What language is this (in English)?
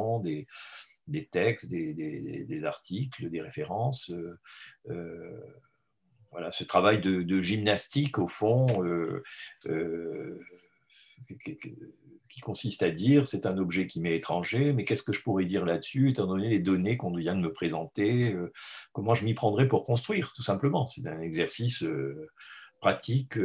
French